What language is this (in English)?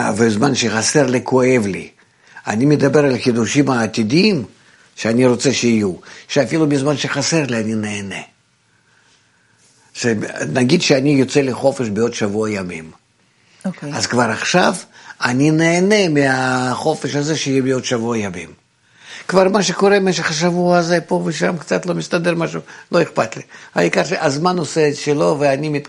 Hebrew